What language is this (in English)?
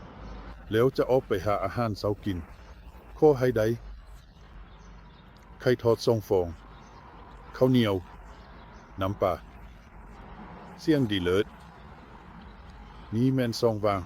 Lao